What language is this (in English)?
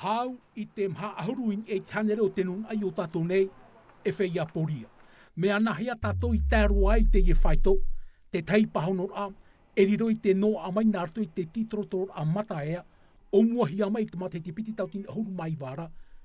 Tahitian